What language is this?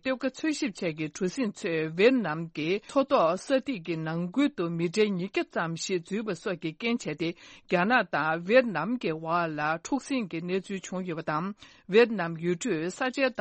Tibetan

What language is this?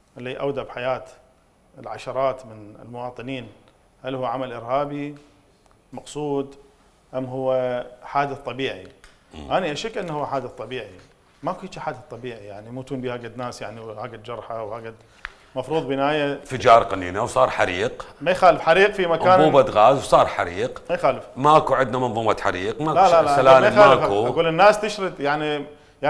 Mesopotamian Arabic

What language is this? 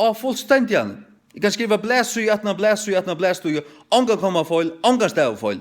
Faroese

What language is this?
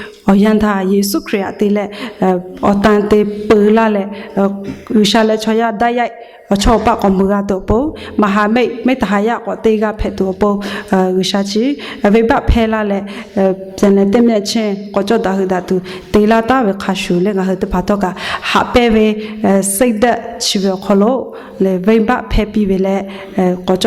Lahu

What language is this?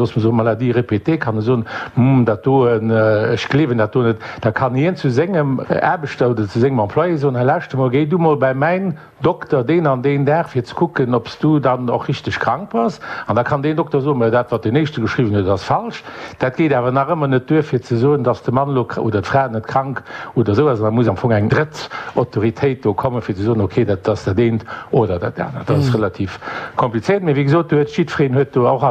Luxembourgish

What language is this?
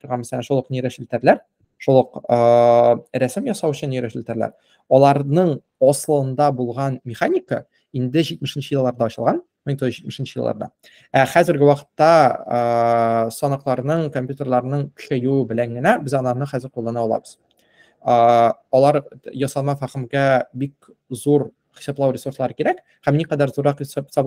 Tatar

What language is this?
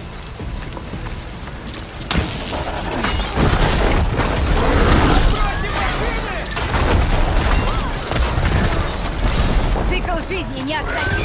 Russian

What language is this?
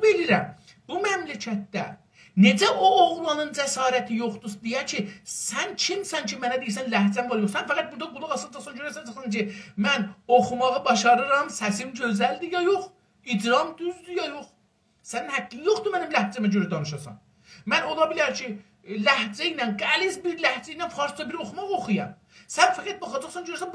South Azerbaijani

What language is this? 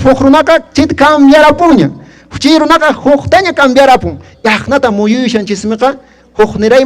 Quechua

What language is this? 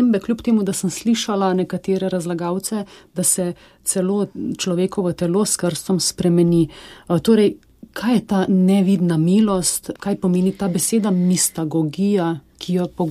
Slovenian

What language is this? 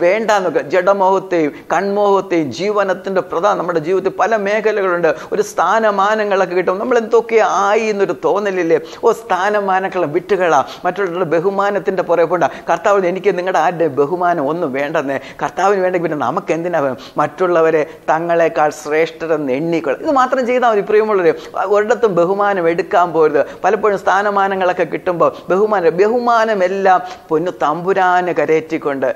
Malayalam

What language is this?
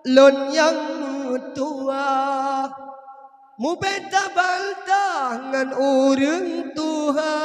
Achinese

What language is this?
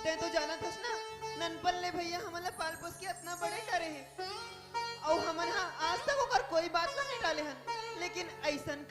Chhattisgarhi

